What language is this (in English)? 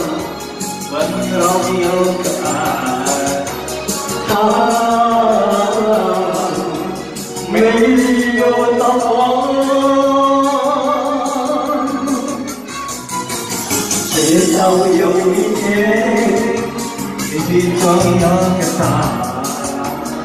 Chinese